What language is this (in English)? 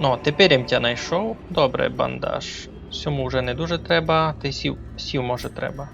Rusyn